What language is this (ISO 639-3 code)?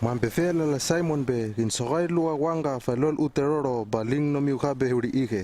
lml